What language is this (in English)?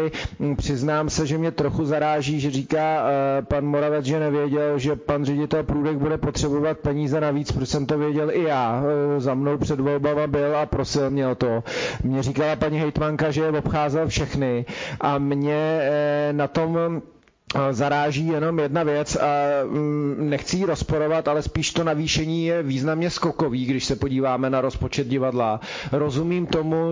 Czech